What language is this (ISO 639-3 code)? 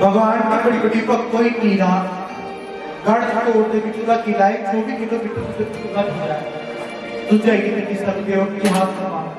doi